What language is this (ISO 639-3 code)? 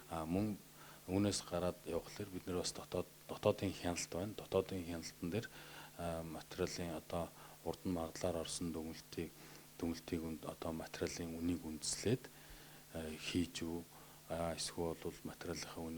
mon